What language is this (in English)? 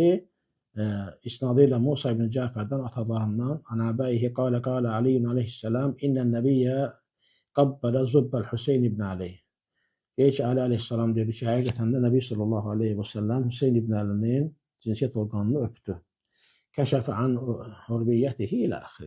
Azerbaijani